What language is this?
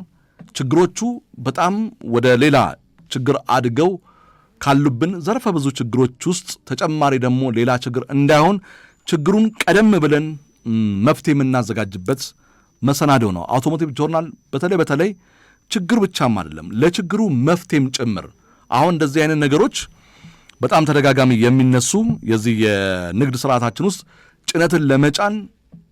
Amharic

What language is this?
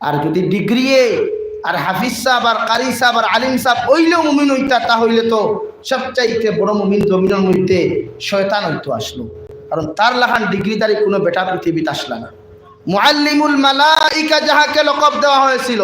Sylheti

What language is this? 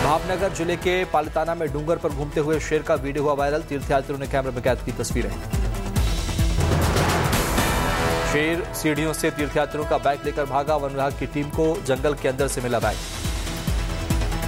Hindi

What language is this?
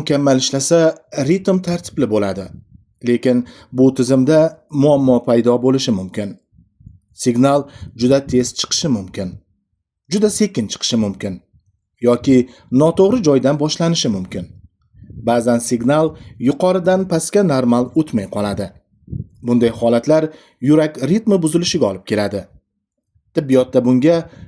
Uzbek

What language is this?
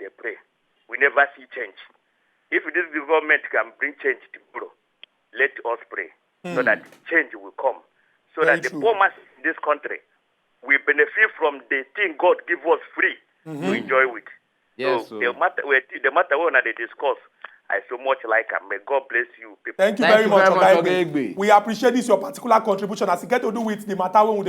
Nigerian Pidgin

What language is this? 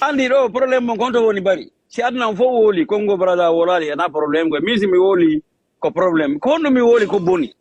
Fula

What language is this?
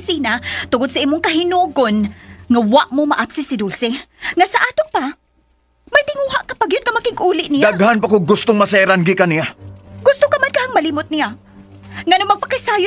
Cebuano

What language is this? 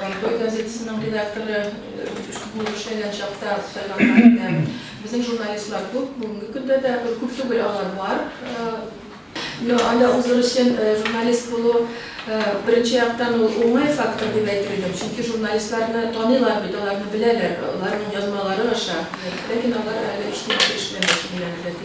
Tatar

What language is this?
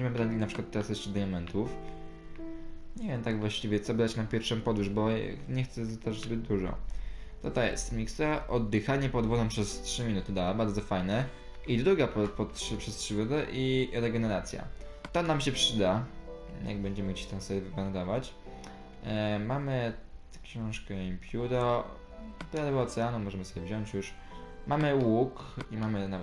Polish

